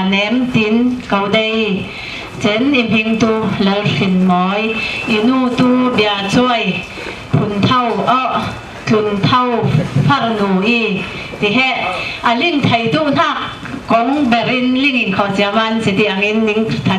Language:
Falam Chin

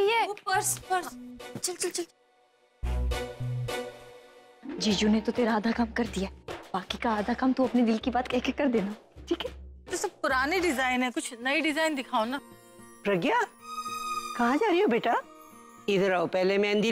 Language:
Hindi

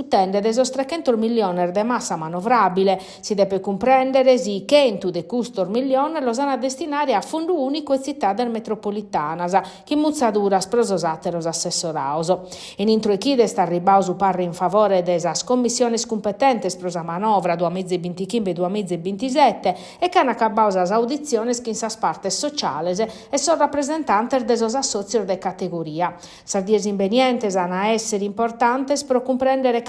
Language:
Sardinian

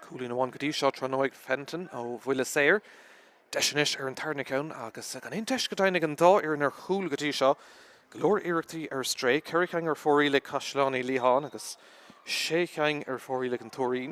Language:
Irish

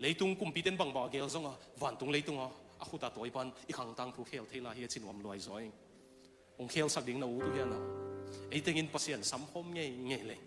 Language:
Tedim Chin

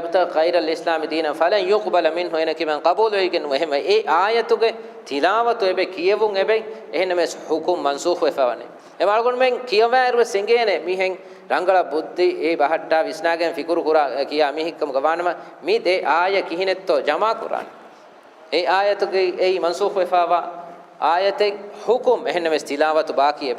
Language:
Divehi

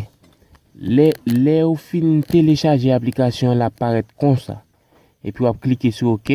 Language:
Haitian Creole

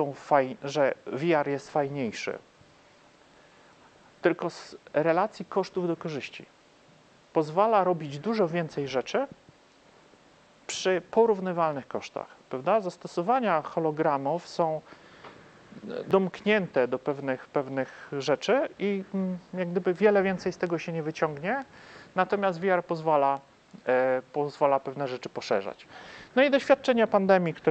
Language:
Polish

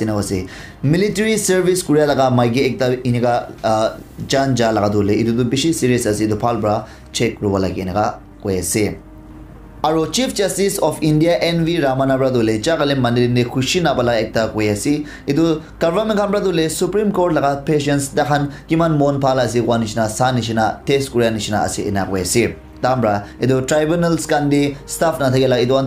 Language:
Naga Pidgin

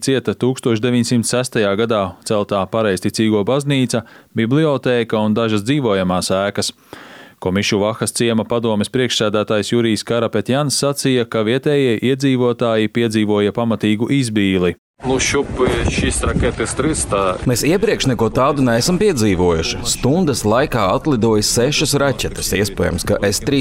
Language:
Latvian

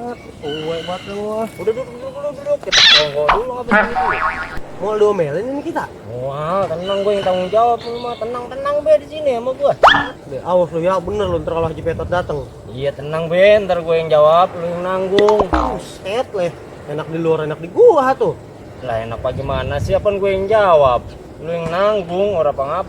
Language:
Betawi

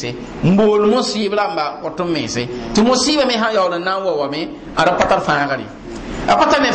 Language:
Mossi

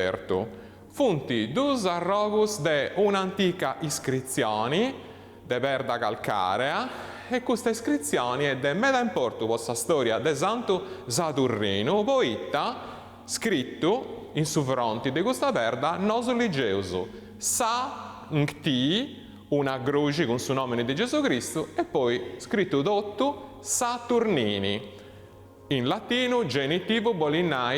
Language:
Sardinian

